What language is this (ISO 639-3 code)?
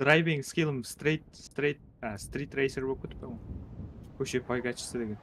kaa